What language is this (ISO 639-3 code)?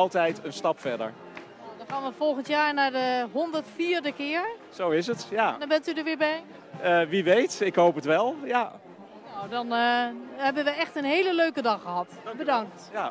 nld